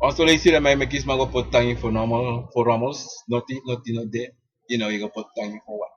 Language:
Sranan Tongo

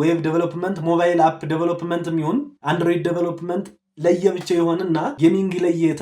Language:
Amharic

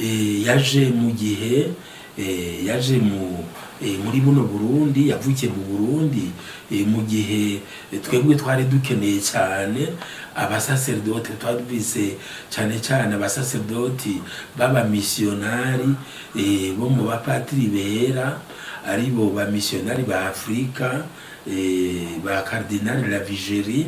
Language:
Rundi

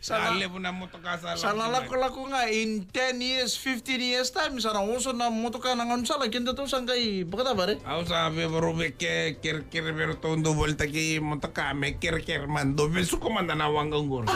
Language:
Fijian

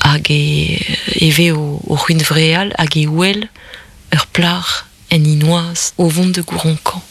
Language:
Breton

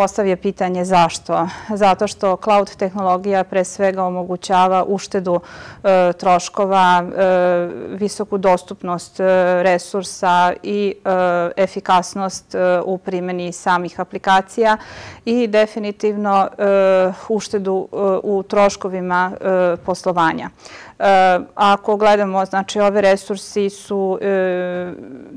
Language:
Serbian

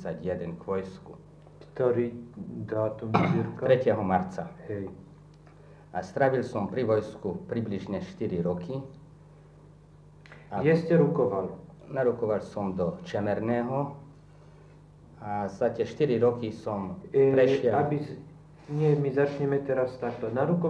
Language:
Slovak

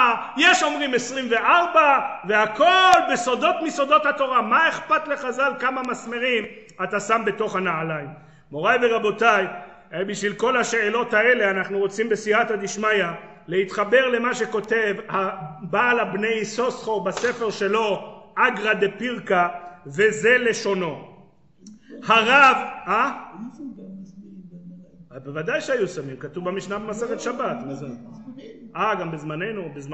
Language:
Hebrew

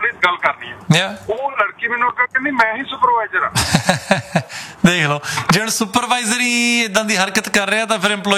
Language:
Punjabi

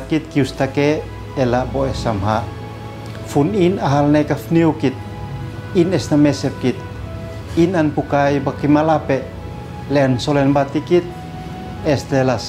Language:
Uab Meto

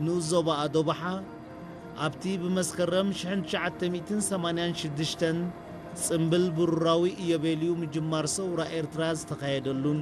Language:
Tigrinya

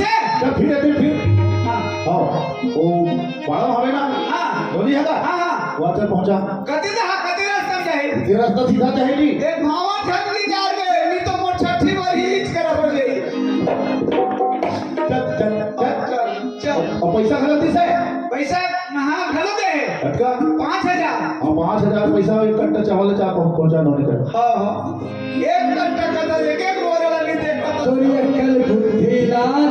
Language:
Chhattisgarhi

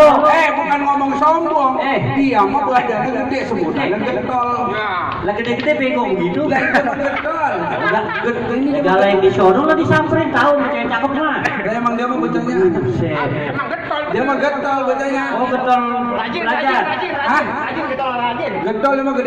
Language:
Betawi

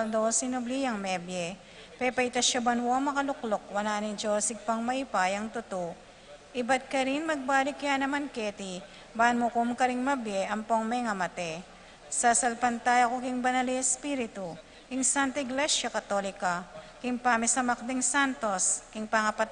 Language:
Pampanga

